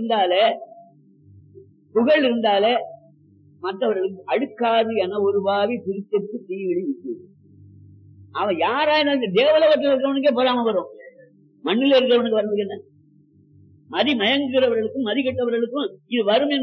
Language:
Tamil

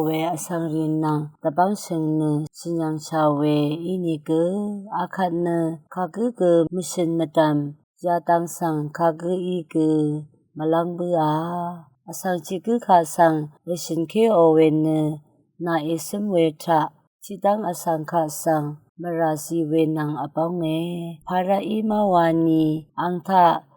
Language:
Rawang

